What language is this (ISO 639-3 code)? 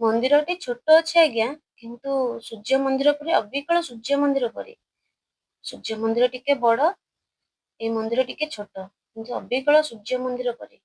ori